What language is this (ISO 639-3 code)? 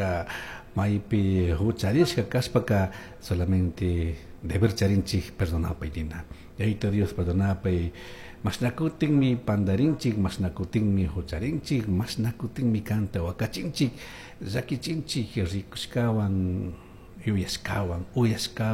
qug